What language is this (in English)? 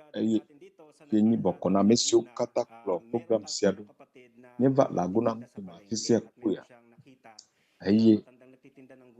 Ewe